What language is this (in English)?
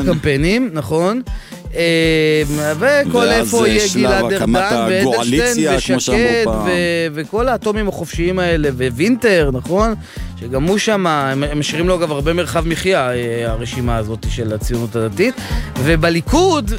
Hebrew